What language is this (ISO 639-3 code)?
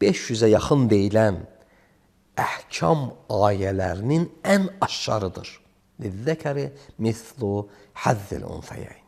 aze